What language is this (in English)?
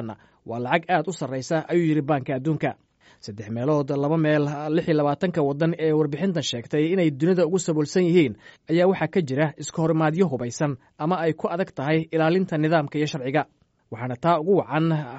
Somali